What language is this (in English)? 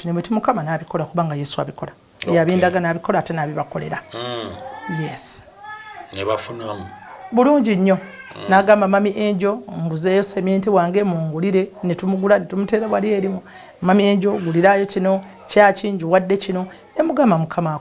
Ganda